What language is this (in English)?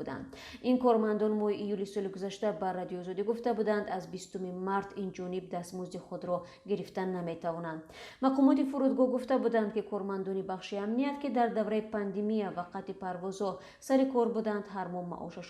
Tajik